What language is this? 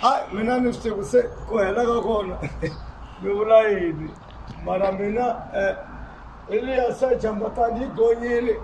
Tsonga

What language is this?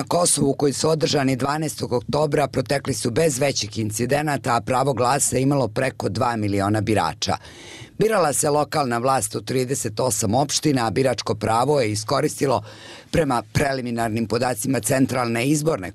Bosnian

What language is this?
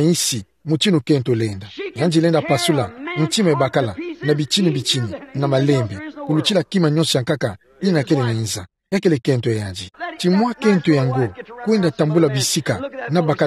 Kituba (Democratic Republic of Congo)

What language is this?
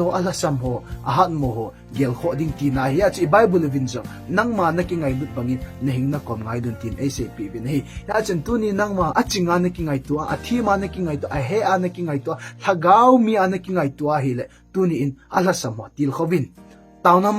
Thado Chin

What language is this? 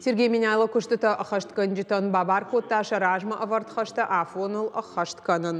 Ossetic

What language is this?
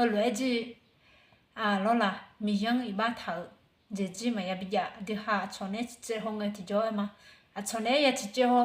Akha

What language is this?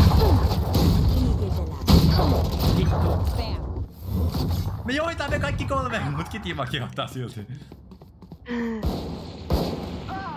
Finnish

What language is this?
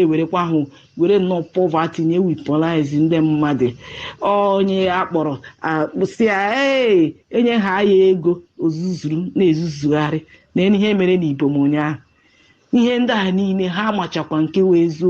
Igbo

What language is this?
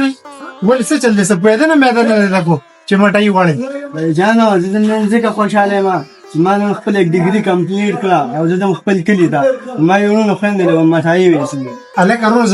Pashto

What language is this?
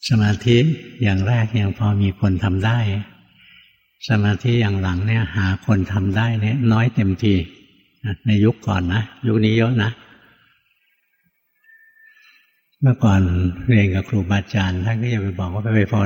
Thai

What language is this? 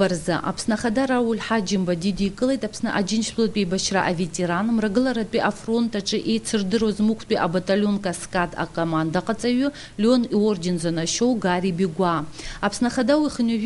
Abkhazian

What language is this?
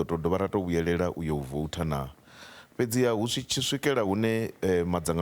Venda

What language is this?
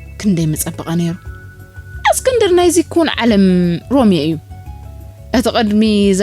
Tigrinya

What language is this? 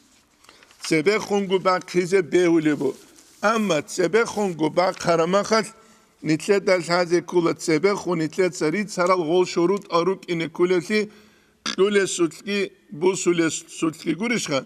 Avaric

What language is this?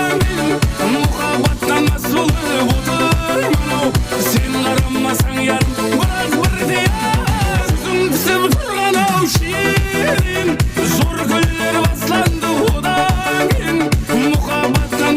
Kara-Kalpak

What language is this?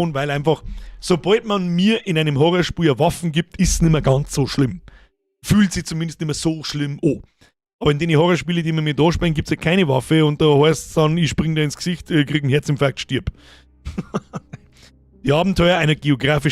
Bavarian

